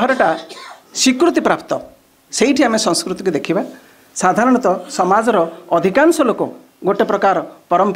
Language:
Odia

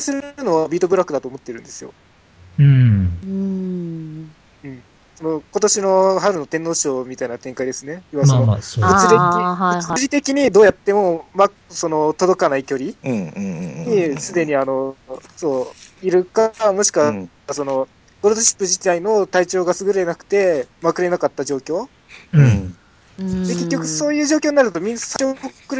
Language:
Japanese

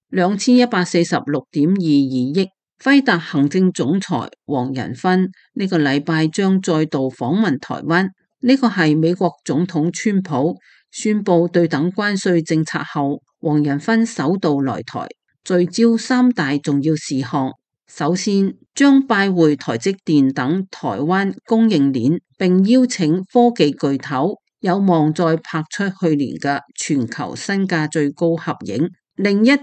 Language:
Cantonese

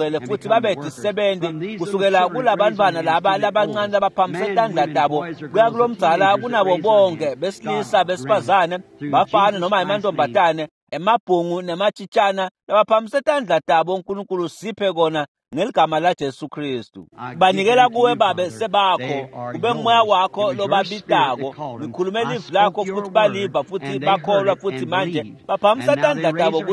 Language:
Swati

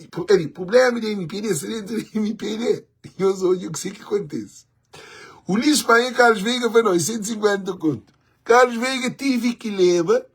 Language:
Kabuverdianu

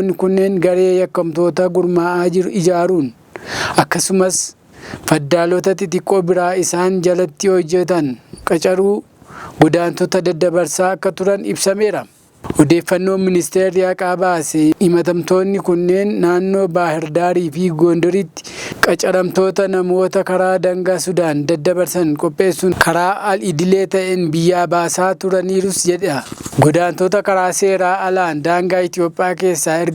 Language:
Oromo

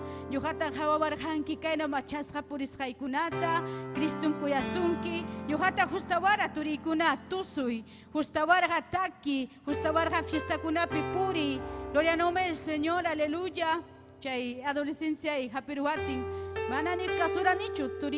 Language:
Ayacucho Quechua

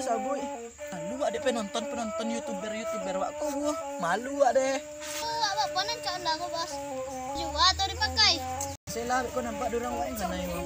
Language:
Minangkabau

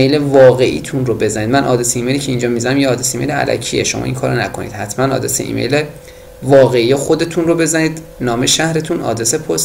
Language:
Persian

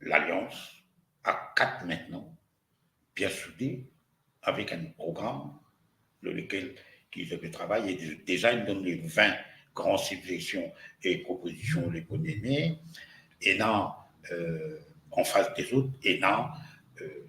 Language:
Morisyen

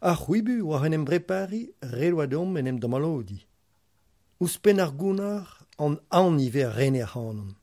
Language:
Breton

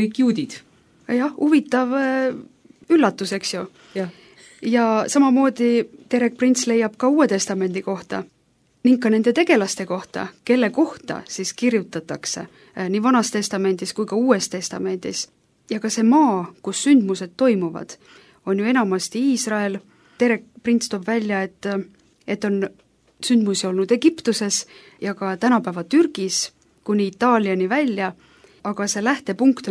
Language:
Estonian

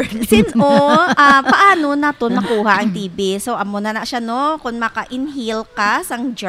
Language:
Hiligaynon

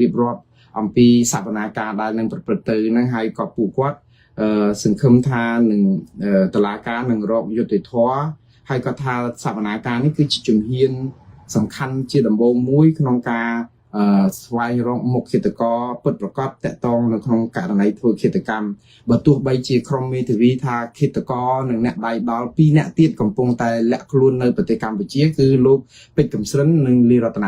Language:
Khmer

